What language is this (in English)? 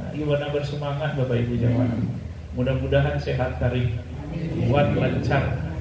Minangkabau